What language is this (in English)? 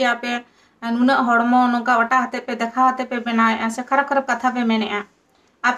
Santali